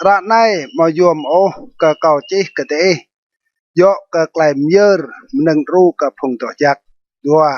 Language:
Rade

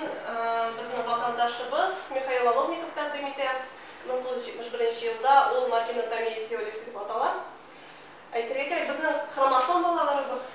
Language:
Tatar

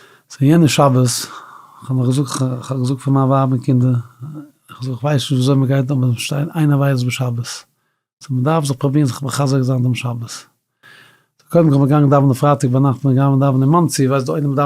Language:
Yiddish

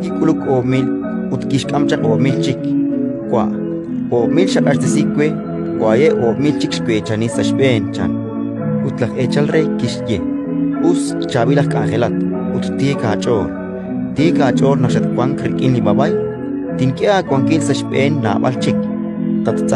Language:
Kekchí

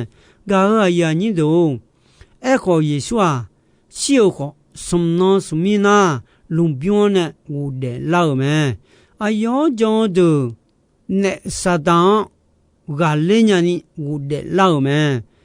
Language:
Akha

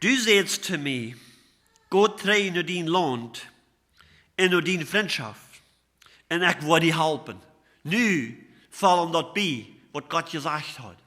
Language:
Plautdietsch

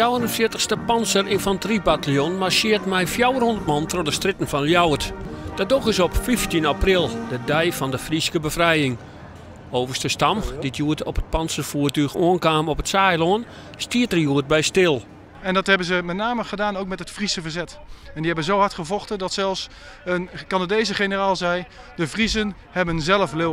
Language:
Western Frisian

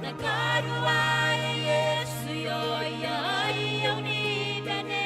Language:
Gilbertese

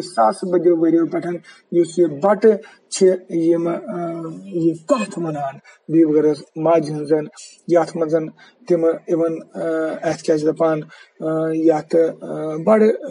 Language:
Kashmiri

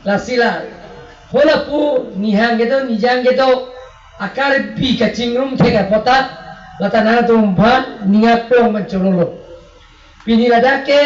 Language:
Karbi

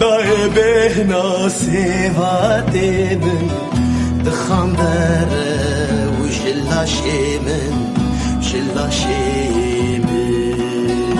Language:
Kurdish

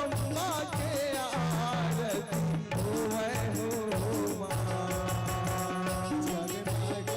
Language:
Chhattisgarhi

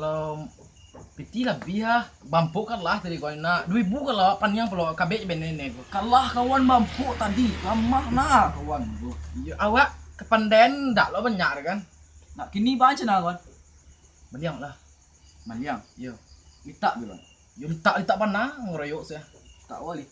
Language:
Minangkabau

